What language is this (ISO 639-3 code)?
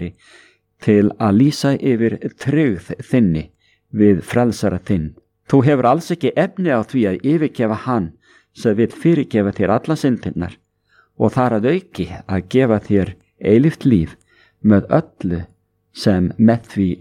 isl